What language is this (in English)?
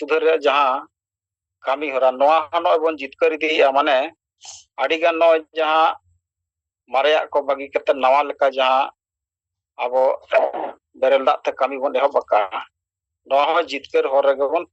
Santali